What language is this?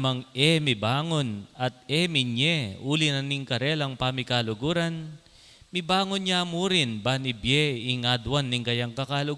Pampanga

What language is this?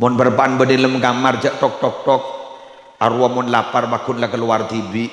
Madurese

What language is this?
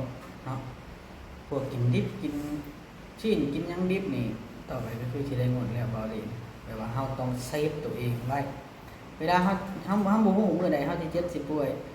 Lao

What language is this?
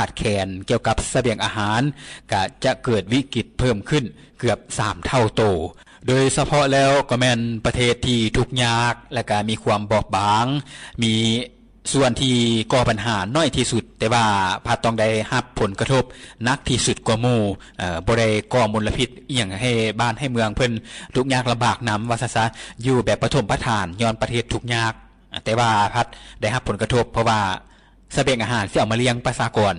Lao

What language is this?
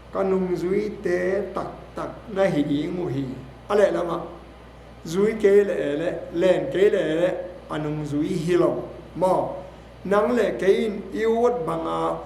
Tedim Chin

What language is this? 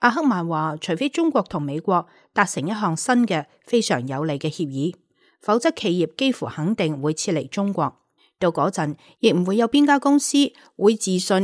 Cantonese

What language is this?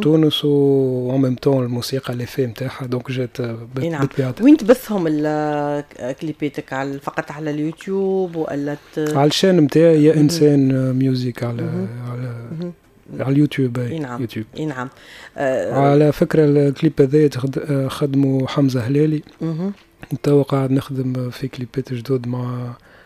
Tunisian Arabic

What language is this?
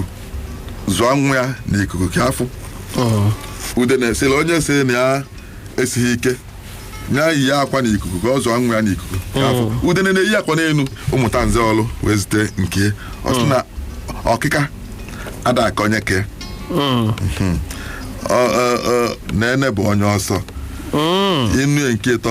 Igbo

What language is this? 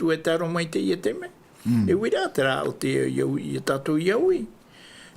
Tahitian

